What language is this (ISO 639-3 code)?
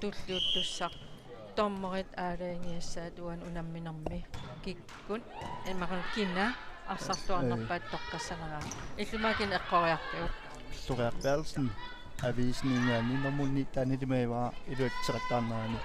kal